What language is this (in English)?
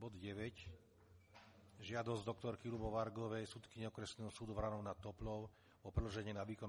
Slovak